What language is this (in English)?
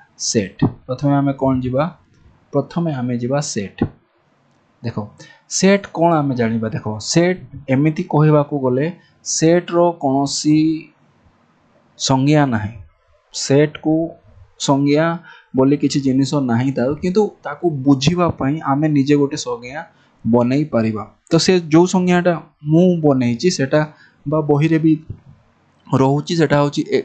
Odia